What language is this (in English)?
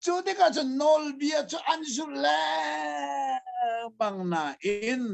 Hakha Chin